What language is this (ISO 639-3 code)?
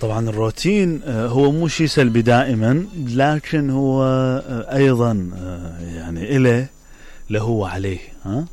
acm